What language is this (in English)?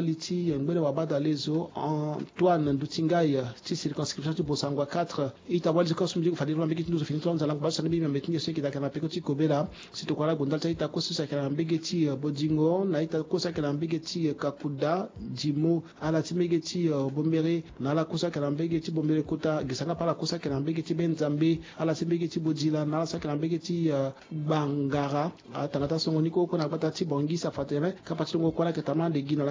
Sango